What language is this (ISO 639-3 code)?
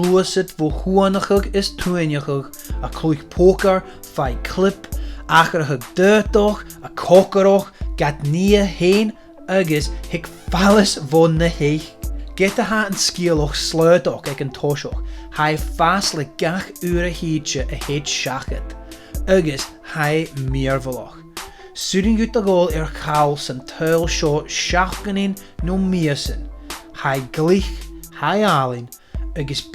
gla